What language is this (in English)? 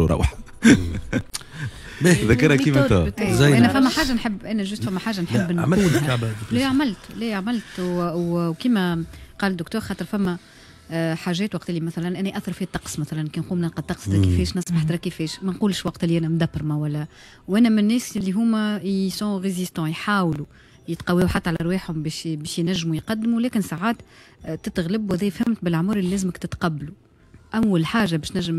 Tunisian Arabic